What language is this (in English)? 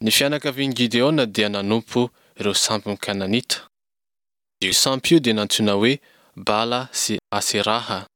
Malagasy